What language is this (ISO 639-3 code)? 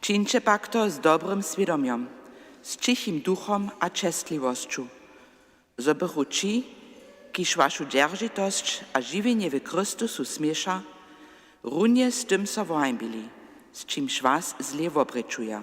hsb